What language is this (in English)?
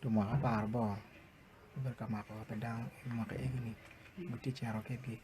Acoli